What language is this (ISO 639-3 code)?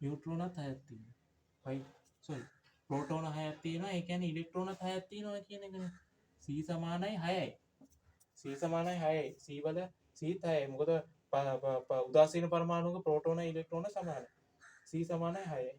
sin